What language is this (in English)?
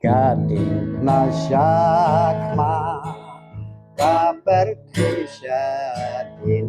Khasi